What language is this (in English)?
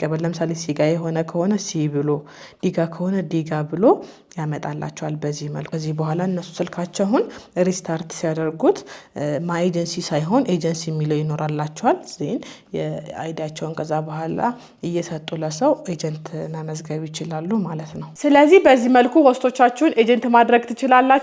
Amharic